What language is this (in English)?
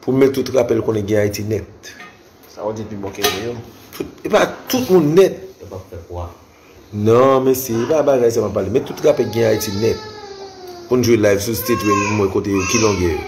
Haitian Creole